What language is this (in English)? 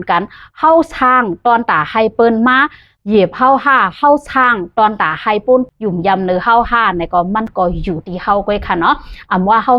Shan